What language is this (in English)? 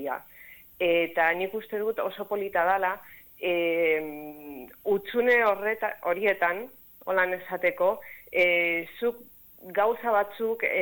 Basque